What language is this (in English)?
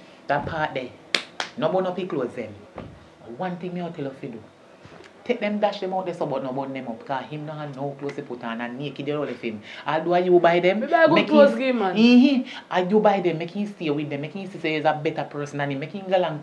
Jamaican Creole English